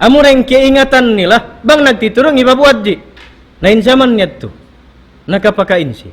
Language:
Tausug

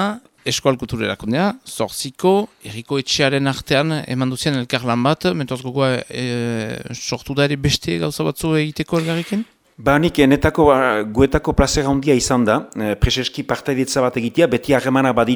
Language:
Basque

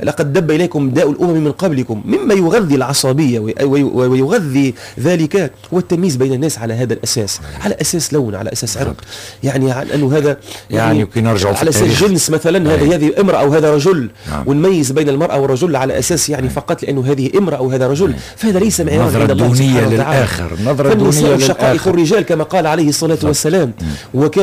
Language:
Tunisian Arabic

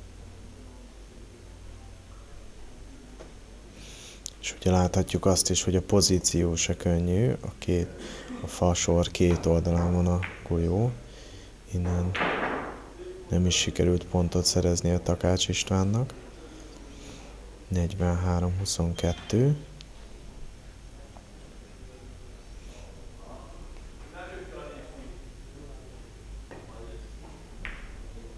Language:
Hungarian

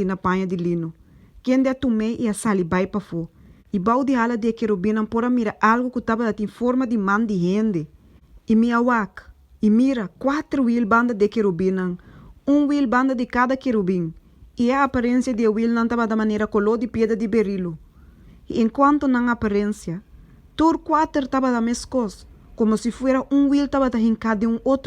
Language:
Papiamento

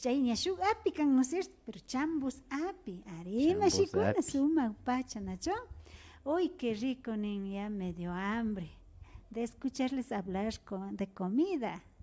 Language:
Imbabura Highland Quichua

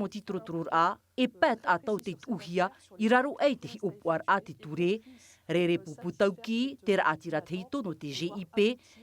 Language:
Tahitian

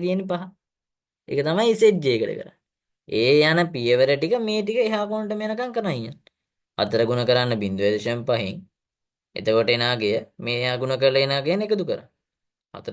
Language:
Sinhala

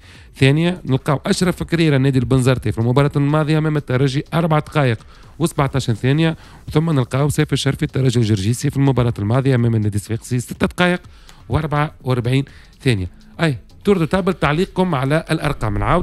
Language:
Tunisian Arabic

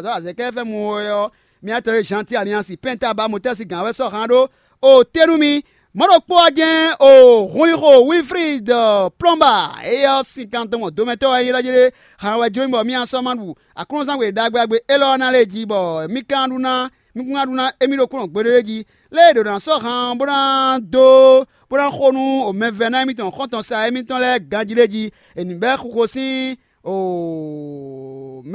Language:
Fon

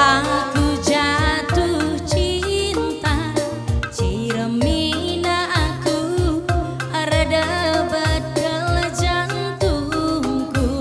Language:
Batak Karo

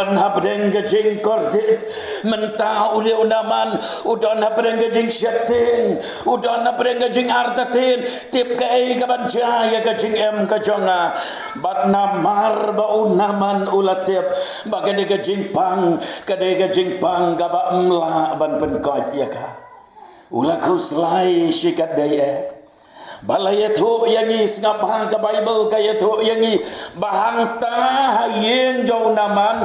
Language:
Khasi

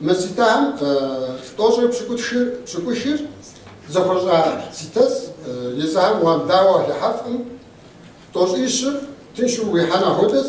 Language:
Kabardian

